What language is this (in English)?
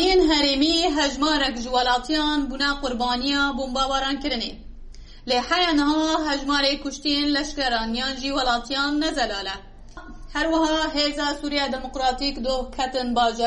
Kurdish